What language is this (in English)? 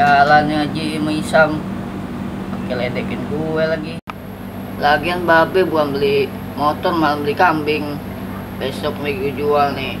Betawi